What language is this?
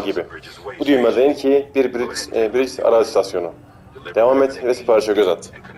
Turkish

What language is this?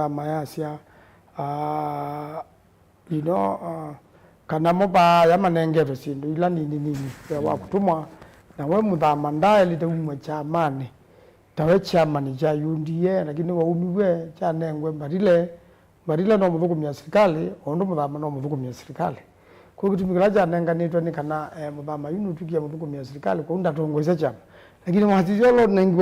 Kamba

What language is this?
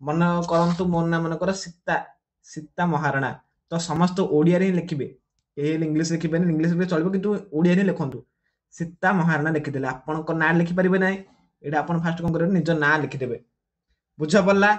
Odia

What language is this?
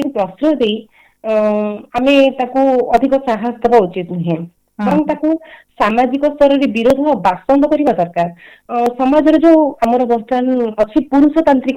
Odia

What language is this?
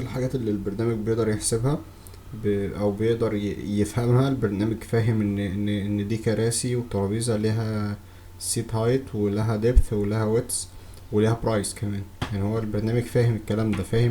Egyptian Arabic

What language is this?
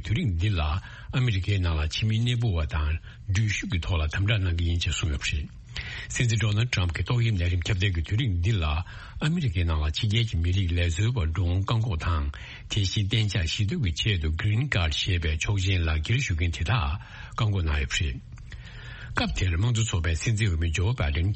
Tibetan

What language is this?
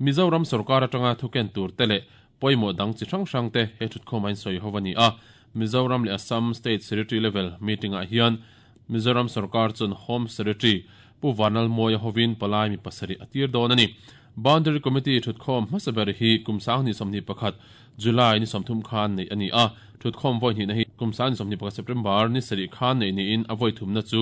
Mizo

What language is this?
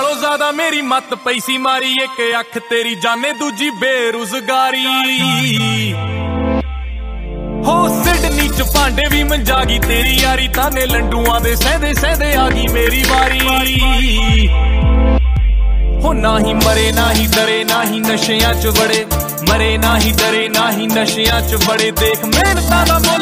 Punjabi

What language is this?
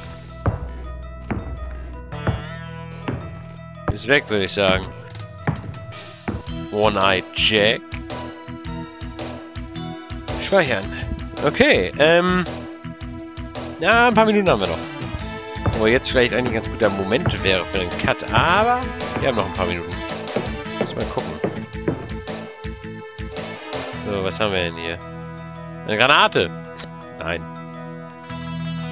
German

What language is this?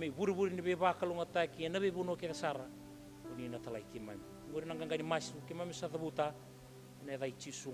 Fijian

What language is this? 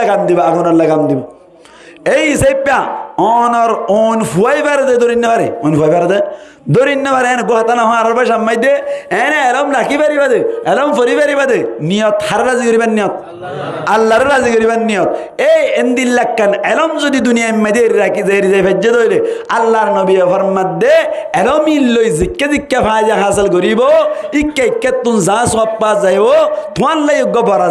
Rohingya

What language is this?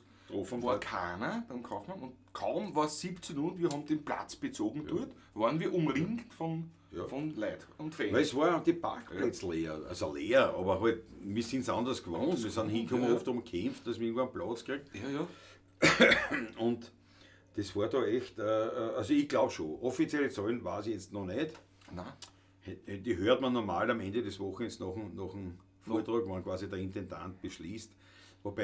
Bavarian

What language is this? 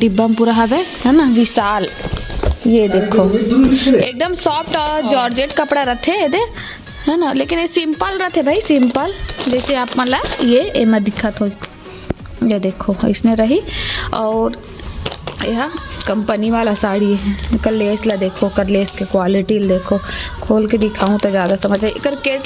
Chhattisgarhi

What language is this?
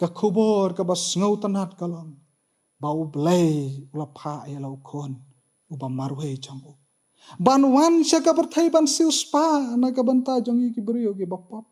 Khasi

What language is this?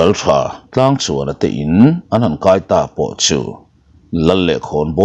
Mizo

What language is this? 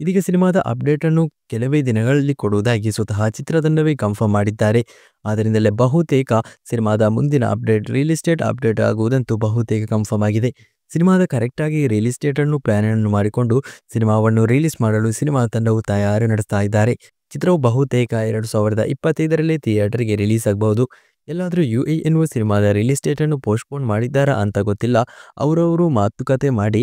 Kannada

